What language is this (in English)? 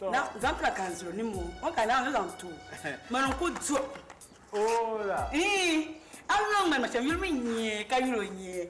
Dagbani